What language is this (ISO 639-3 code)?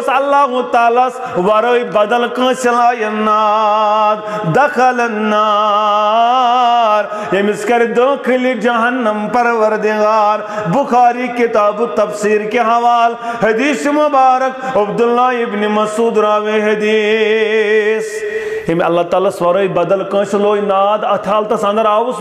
kas